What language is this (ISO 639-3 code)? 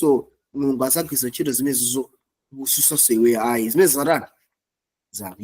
nya